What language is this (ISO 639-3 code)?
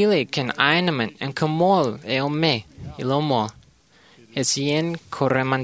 mah